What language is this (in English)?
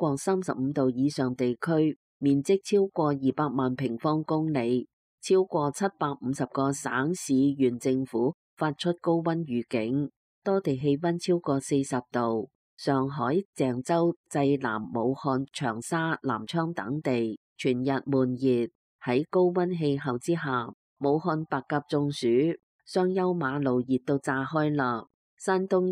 Cantonese